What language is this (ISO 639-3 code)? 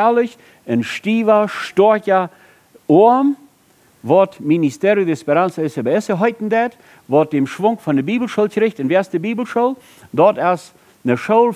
pdt